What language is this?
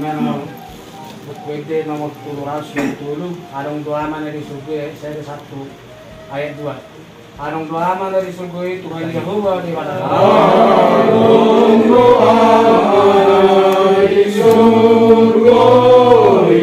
Batak Toba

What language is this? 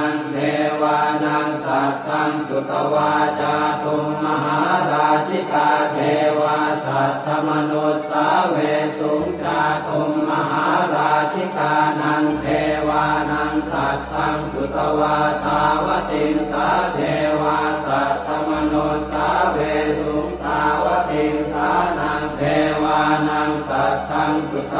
Pali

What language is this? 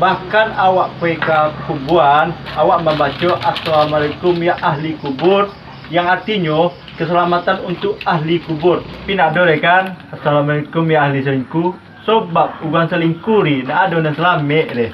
Minangkabau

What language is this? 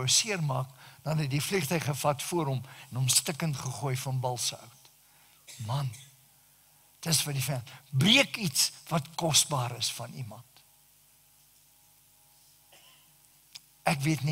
Afrikaans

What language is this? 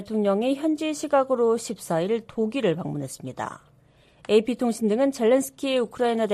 Korean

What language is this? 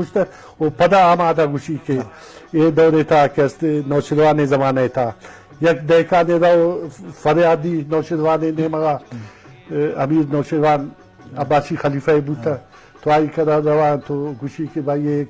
Eastern Balochi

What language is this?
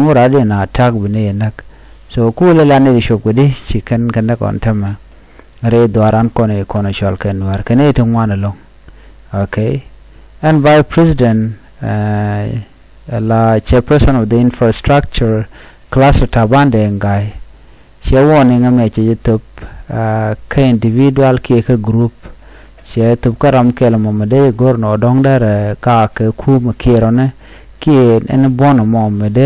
Nuer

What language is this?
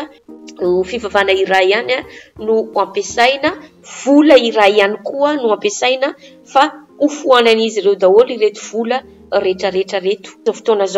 Malagasy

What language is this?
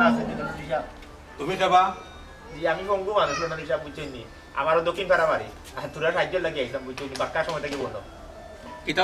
Sylheti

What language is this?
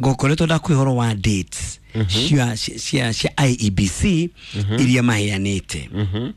Kikuyu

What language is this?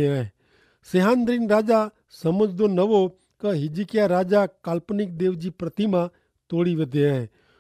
Kachhi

